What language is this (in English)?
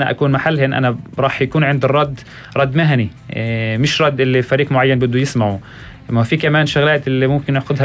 North Levantine Arabic